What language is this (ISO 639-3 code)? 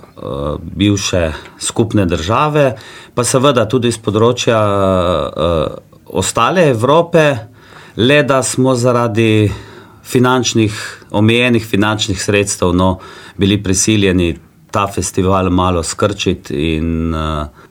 slv